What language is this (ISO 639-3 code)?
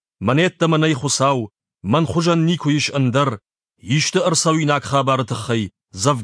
oss